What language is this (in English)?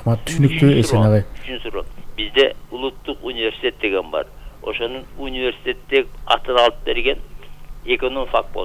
Kyrgyz